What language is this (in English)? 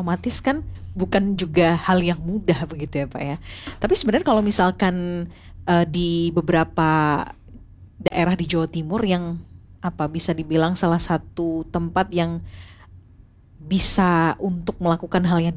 Indonesian